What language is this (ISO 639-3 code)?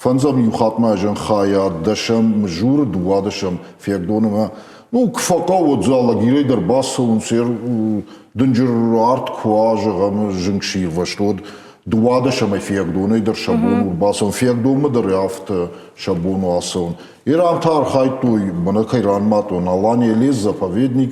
oss